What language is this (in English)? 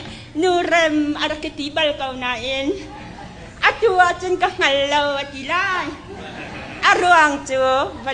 Hakha Chin